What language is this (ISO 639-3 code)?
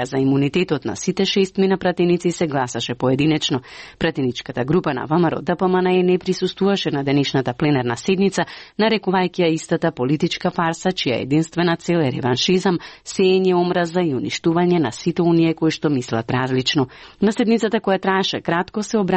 mkd